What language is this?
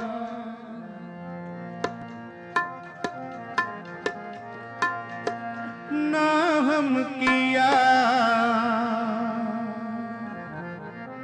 Hindi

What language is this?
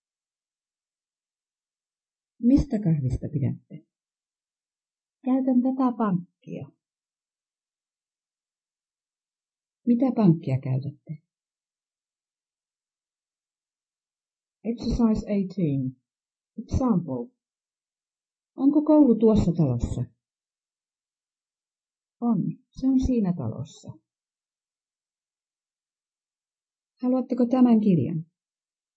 Finnish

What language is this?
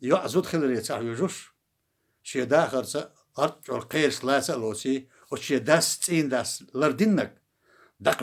Chechen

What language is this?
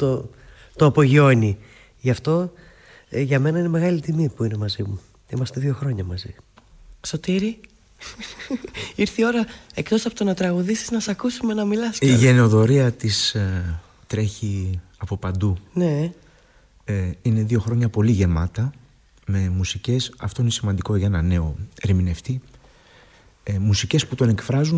Greek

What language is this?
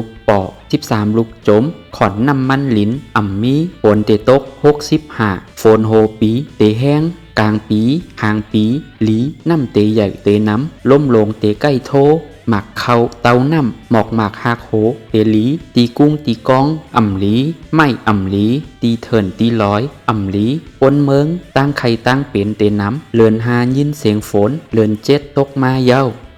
Shan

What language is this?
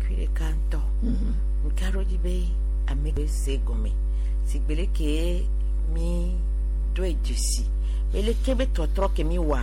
Gen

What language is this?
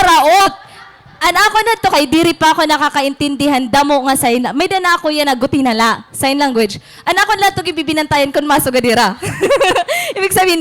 Waray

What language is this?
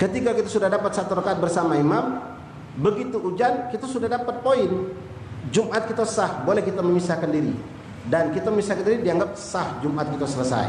Musi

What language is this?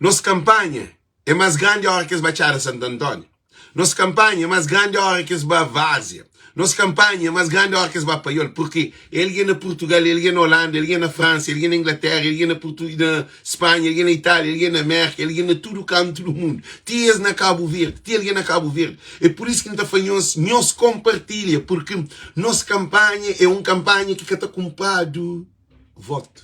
Kabuverdianu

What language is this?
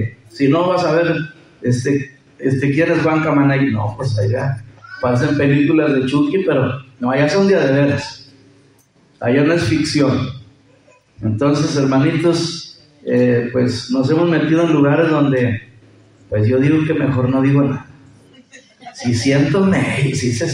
Spanish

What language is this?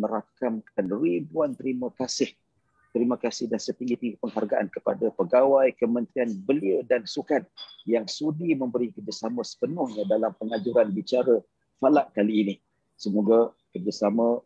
Malay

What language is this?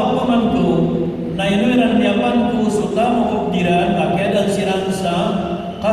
Maranao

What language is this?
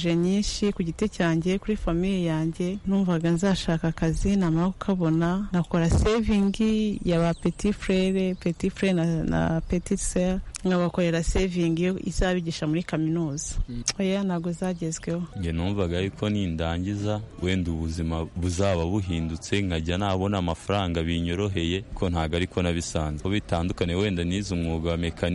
Kinyarwanda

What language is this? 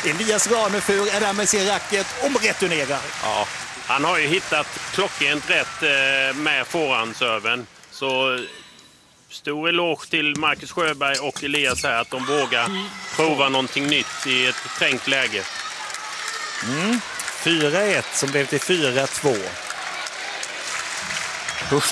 Swedish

